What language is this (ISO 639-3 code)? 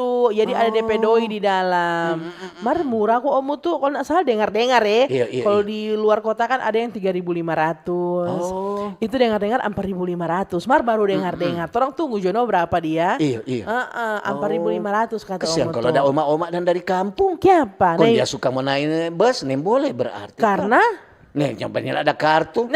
xmm